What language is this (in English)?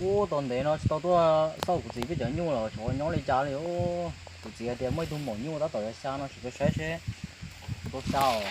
Hmong